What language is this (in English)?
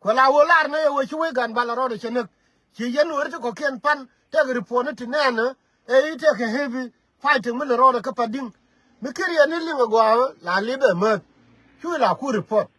Nuer